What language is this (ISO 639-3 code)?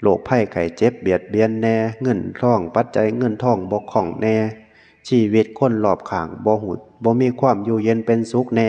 tts